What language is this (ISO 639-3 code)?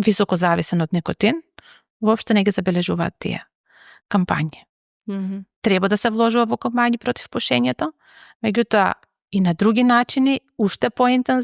mkd